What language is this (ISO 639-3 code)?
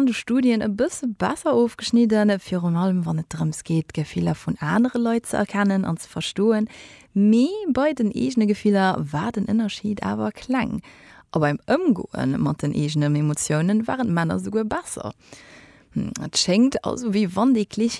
ltz